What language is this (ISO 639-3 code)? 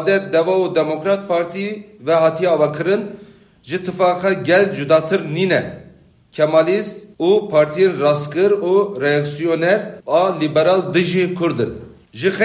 kur